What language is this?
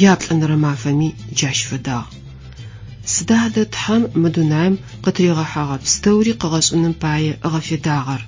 Adyghe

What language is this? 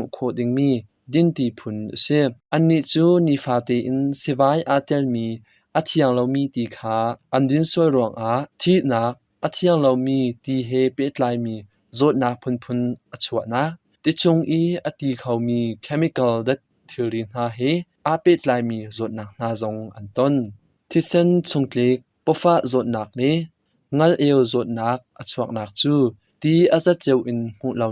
Hakha Chin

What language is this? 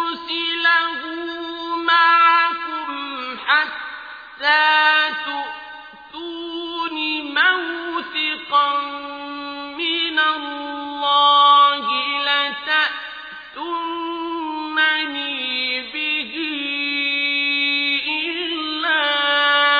Arabic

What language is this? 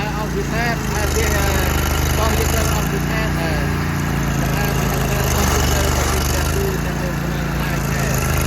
Central Mnong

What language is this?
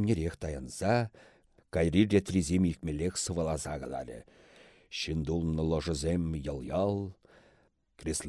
Chuvash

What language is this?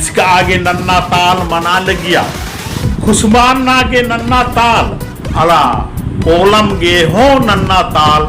Kurukh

